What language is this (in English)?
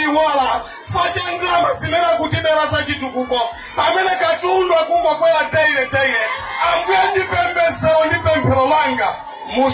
Nyanja